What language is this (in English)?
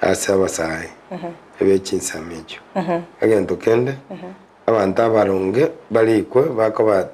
Gusii